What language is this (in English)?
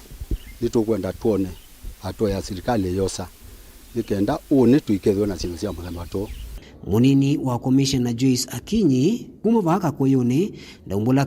Kamba